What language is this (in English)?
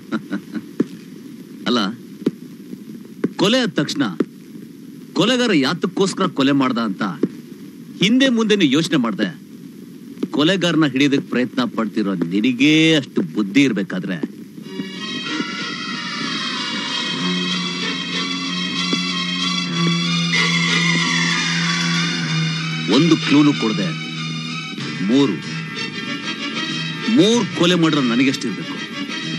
Kannada